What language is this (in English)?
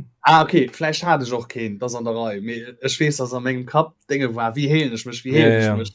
Luxembourgish